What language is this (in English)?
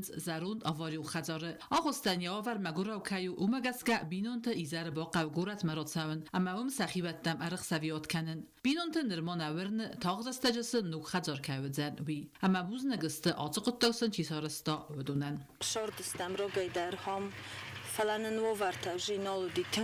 Ossetic